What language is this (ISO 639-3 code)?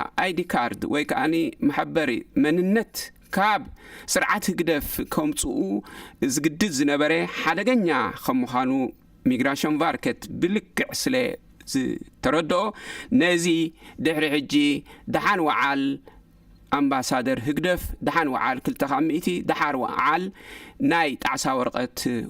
tir